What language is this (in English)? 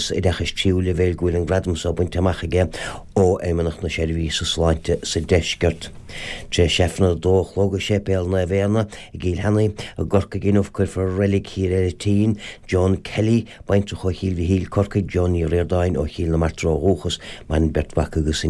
Irish